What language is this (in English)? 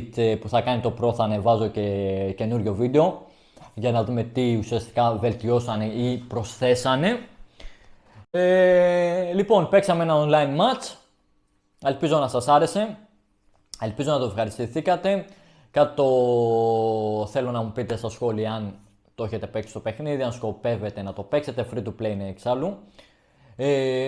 Greek